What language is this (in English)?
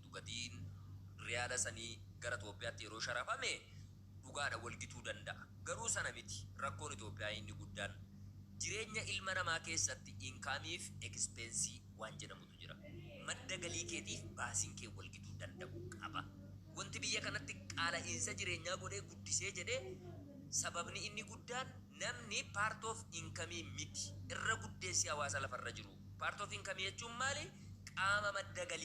Oromo